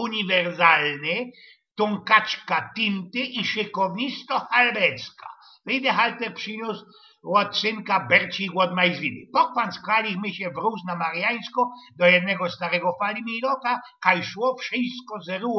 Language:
Silesian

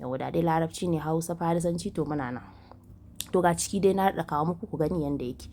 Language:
Hausa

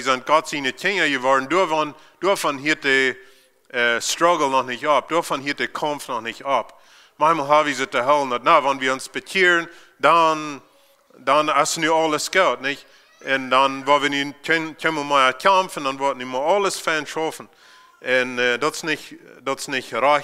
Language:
Plautdietsch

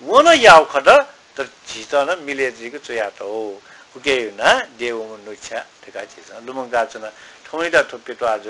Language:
Newari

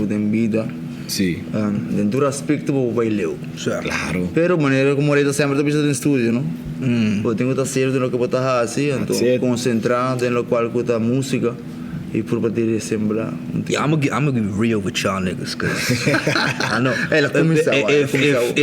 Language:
Papiamento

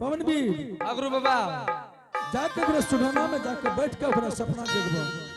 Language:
Angika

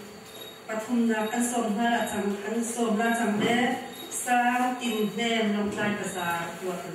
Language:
Hakha Chin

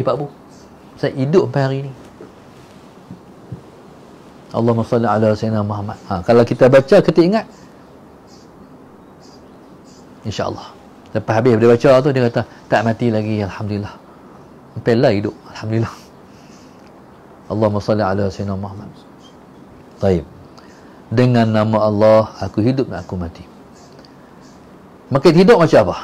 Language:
Malay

